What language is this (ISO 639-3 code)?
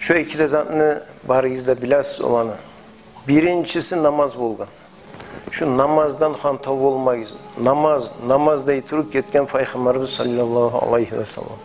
kum